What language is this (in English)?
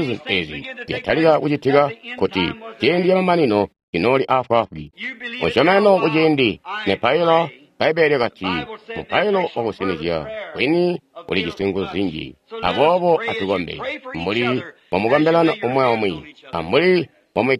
Tonga (Zambia)